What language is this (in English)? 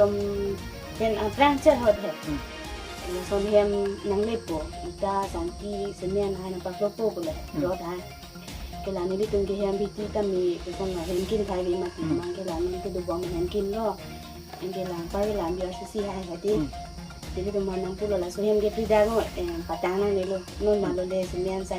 Karbi